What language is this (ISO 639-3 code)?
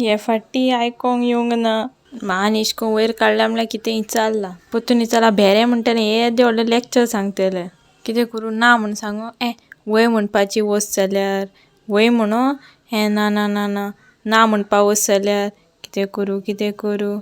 kok